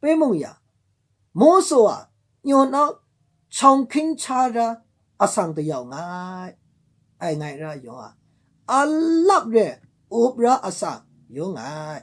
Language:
Maru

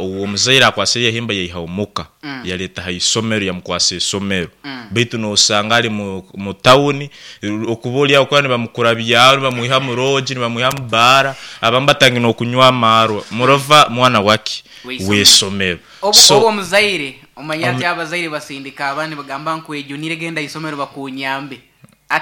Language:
Nyoro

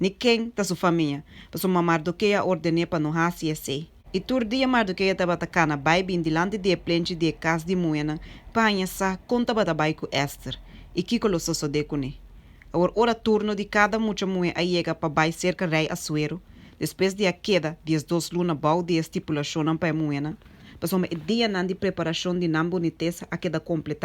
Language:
Papiamento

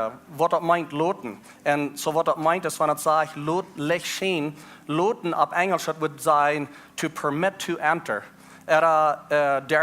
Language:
Plautdietsch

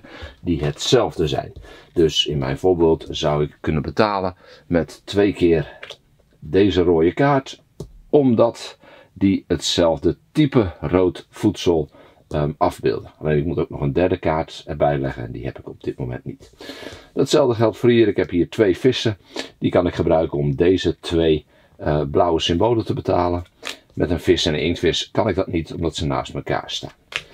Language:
Dutch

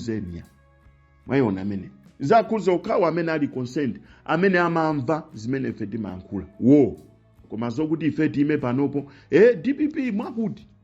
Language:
Nyanja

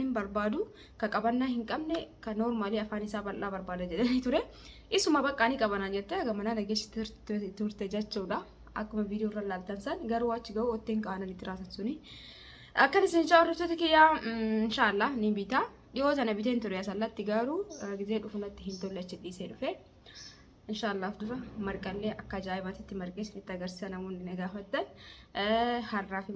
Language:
Oromo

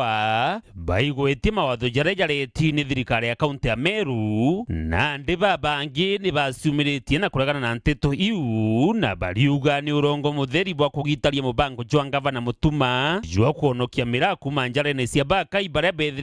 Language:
Meru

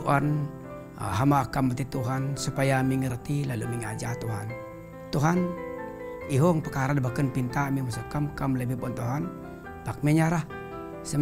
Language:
Bukar-Sadung Bidayuh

